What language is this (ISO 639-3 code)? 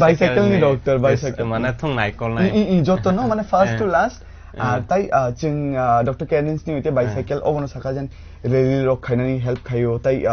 trp